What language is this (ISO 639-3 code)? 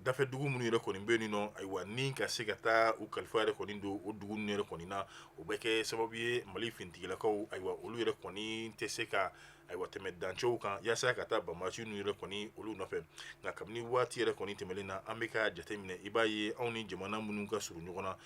bam